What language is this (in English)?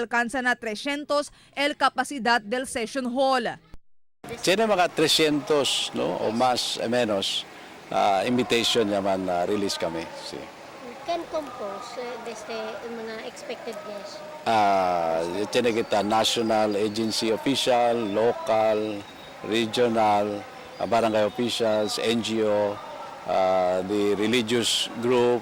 Chavacano